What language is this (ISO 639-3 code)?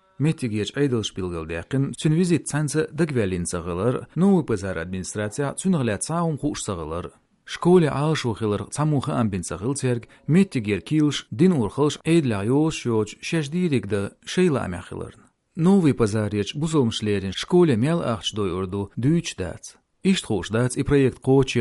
che